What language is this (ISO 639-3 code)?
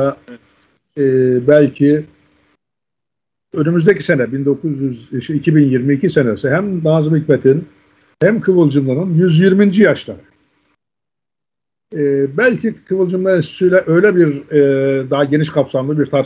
tur